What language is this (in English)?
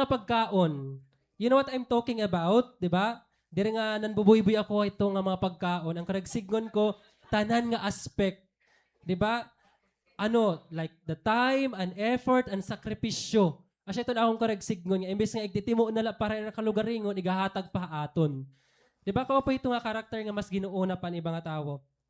Waray